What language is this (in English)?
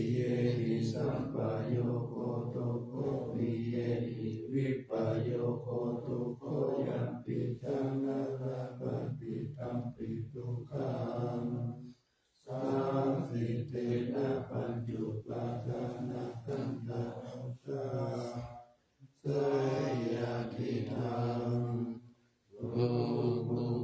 Pali